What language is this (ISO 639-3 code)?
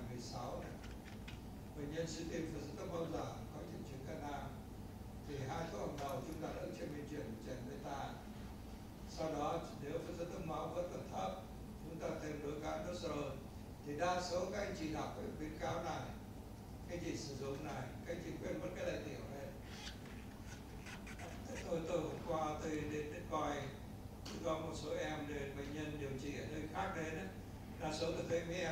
vie